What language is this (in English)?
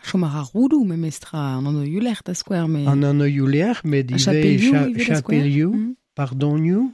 Breton